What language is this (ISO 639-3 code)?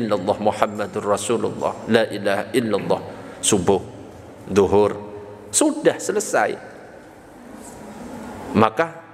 ind